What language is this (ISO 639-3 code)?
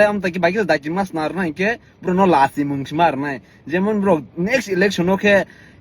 trp